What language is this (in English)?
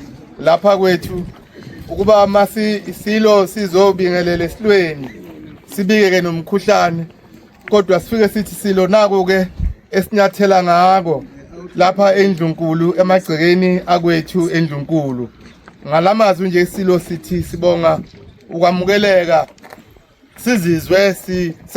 Zulu